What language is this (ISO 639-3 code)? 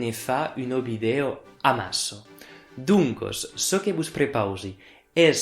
oci